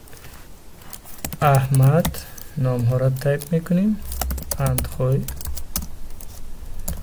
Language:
Persian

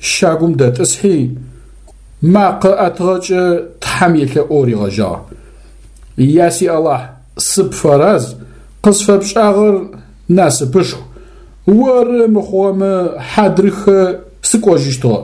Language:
Adyghe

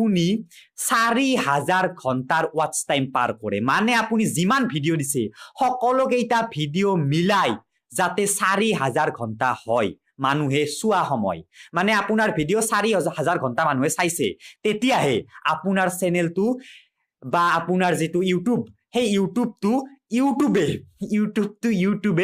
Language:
Assamese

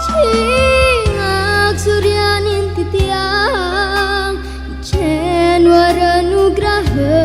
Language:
Balinese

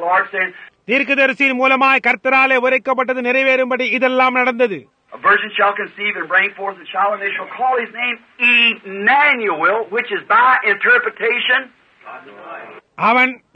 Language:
Tamil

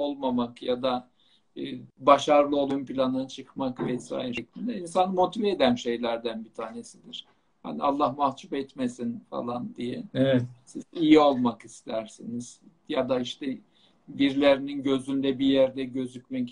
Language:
Turkish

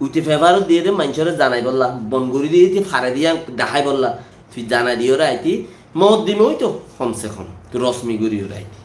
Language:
Rohingya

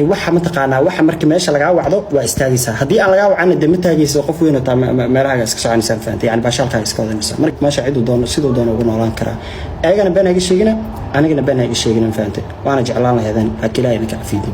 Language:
Somali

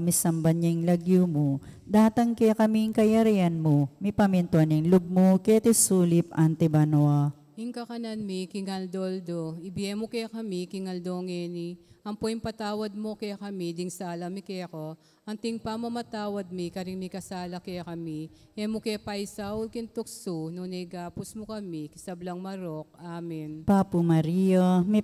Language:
Pampanga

